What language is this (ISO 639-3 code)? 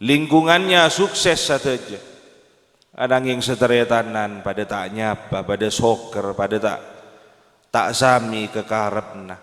mad